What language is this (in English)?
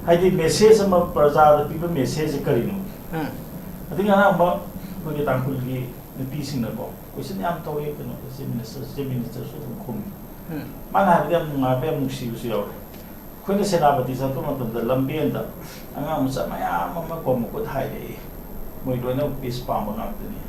Manipuri